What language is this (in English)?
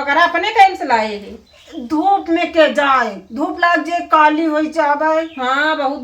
Awadhi